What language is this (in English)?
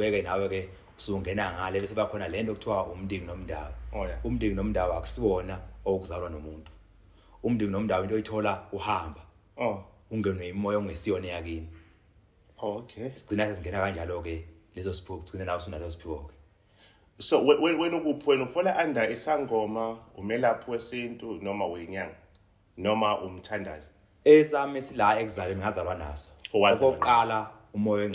Zulu